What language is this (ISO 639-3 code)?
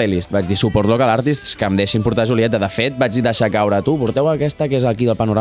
cat